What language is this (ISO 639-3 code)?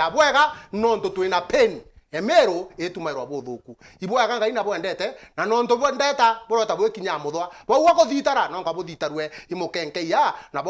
mer